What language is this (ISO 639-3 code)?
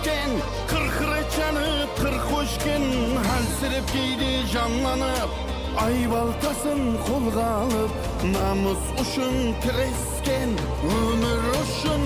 kaa